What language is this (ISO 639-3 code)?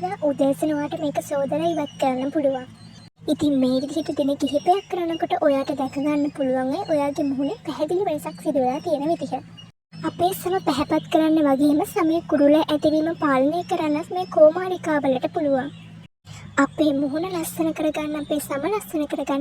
sin